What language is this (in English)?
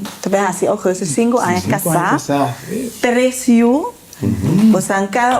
Papiamento